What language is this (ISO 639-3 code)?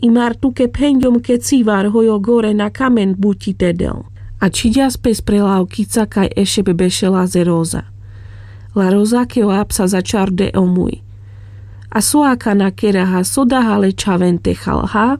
rmc